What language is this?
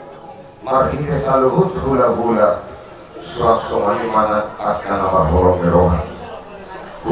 Batak Toba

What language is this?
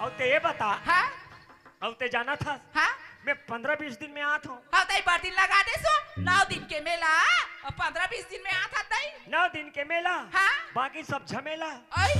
Chhattisgarhi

